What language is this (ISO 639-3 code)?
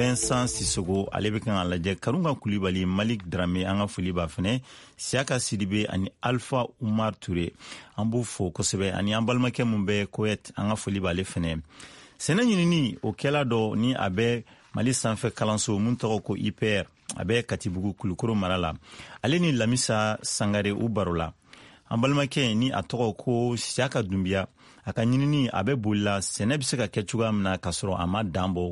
bam